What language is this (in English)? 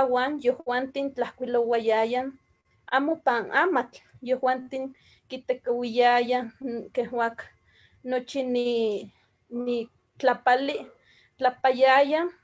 Eastern Huasteca Nahuatl